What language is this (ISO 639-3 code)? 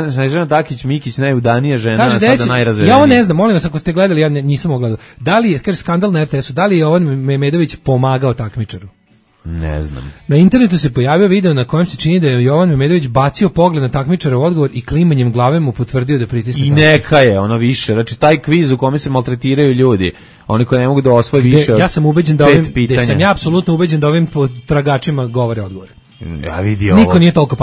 srp